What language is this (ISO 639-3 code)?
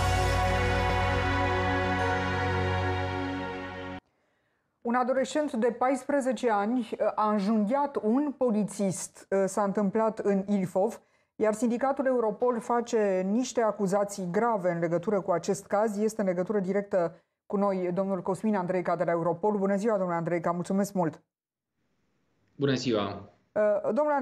ron